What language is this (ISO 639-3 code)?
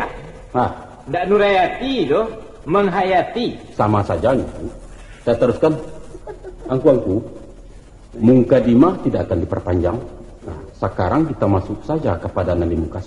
min